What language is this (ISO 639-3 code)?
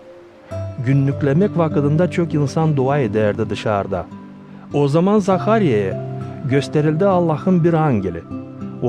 gag